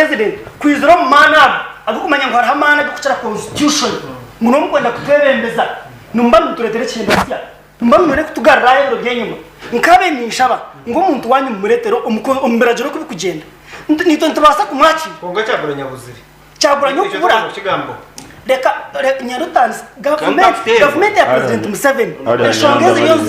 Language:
Nyankole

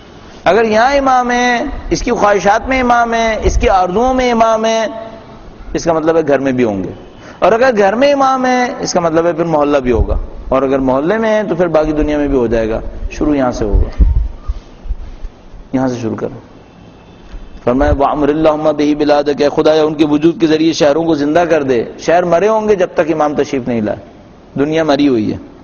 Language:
Urdu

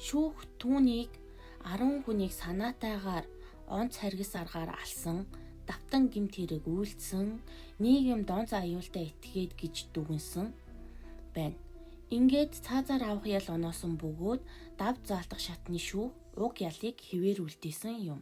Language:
Mongolian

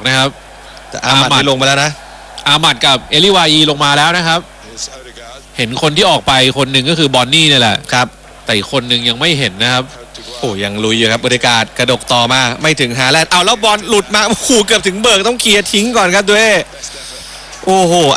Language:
Thai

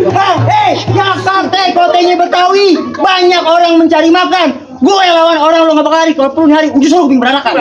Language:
Betawi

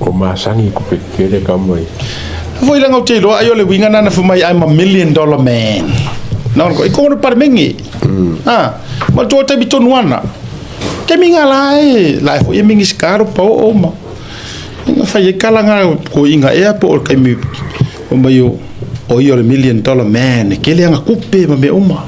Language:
Samoan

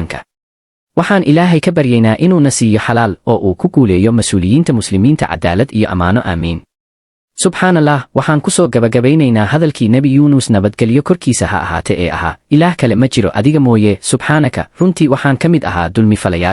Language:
Somali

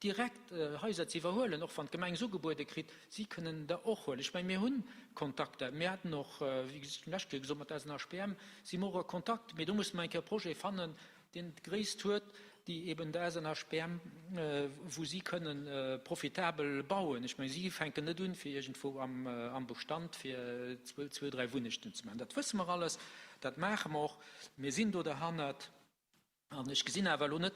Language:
Luxembourgish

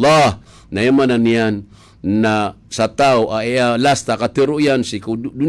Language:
Maranao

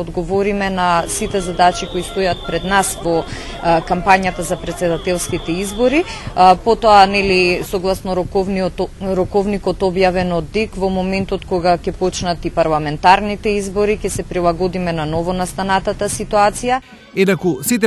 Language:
Macedonian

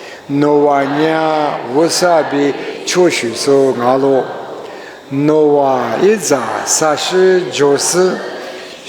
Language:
Lisu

